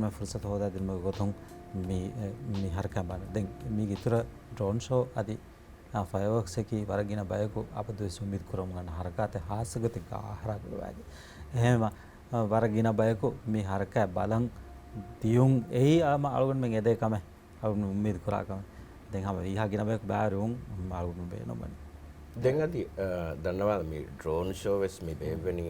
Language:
Divehi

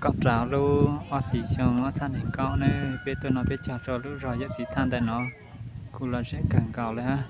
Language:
Hmong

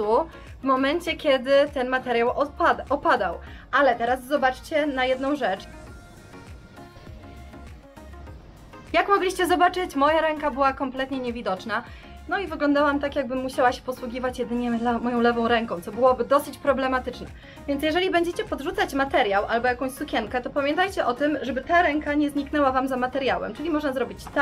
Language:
Polish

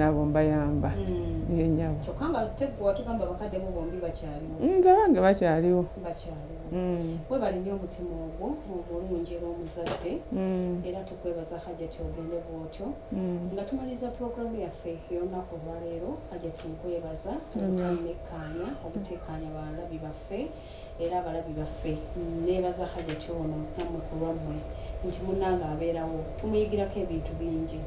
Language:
Ganda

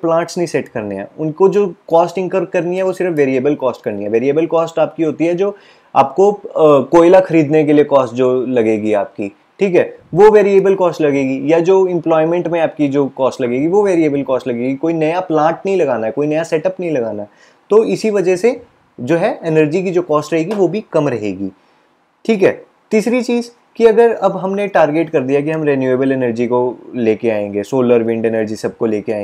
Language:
Hindi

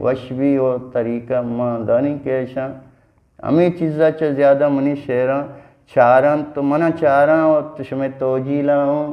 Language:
Eastern Balochi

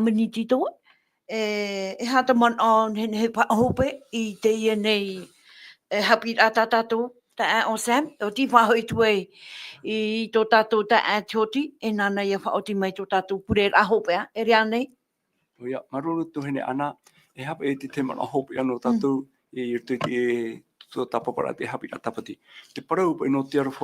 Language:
Tahitian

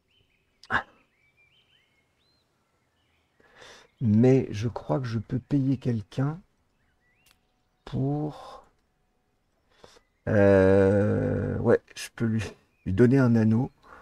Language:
French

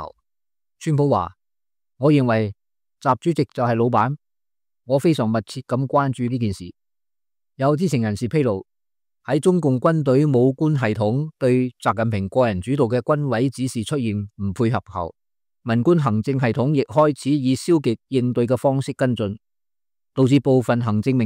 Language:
Cantonese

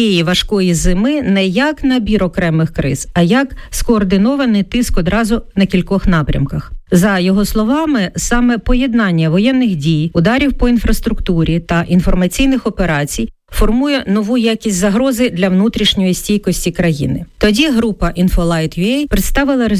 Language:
Ukrainian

